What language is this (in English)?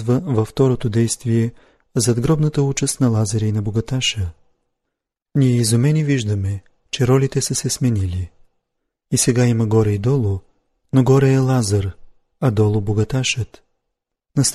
Bulgarian